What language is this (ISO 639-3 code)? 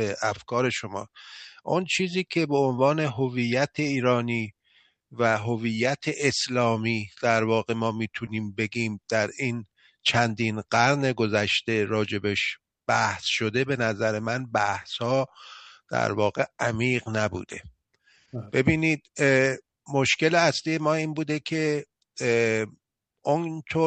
fas